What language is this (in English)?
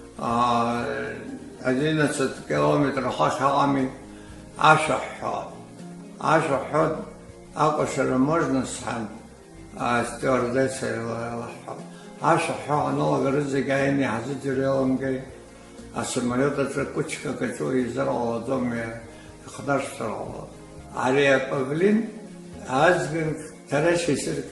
Abkhazian